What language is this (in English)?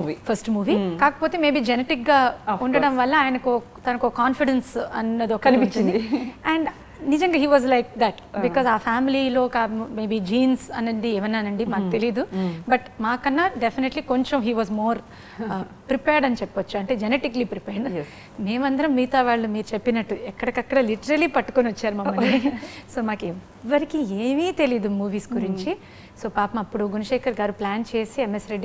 Telugu